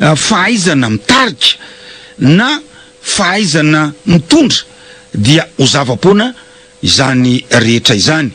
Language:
Malagasy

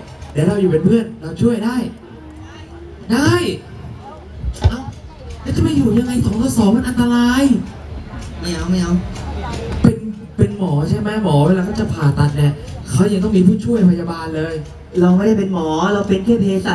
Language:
Thai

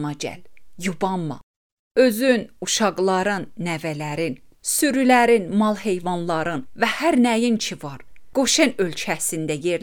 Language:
Azerbaijani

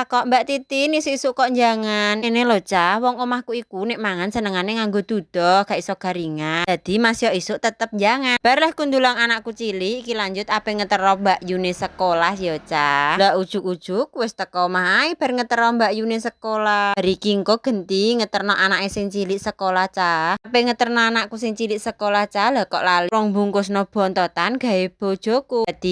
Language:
Javanese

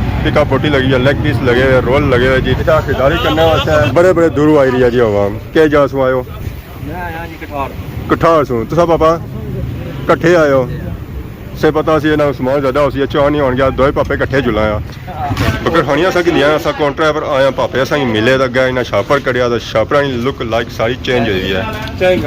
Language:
Pahari-Potwari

